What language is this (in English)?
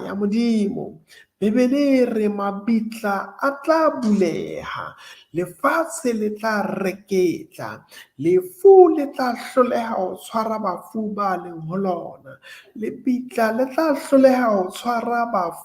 Southern Sotho